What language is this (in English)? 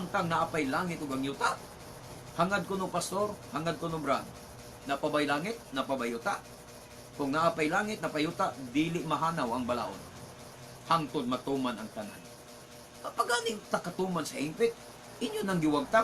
Cebuano